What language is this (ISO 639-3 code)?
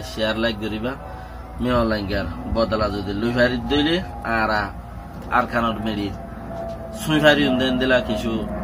rhg